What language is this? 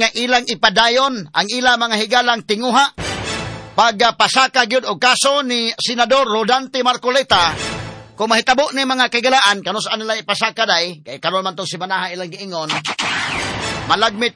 Cebuano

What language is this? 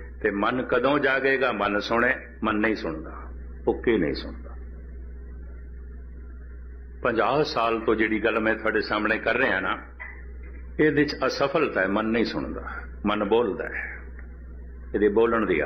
Punjabi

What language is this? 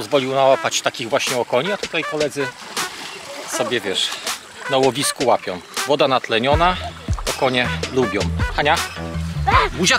Polish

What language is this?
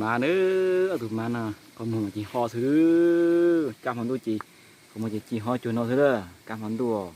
Hmong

